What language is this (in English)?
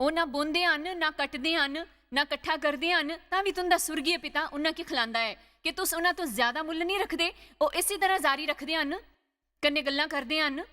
Dogri